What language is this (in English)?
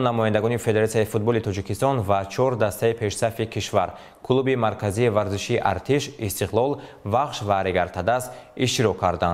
Tajik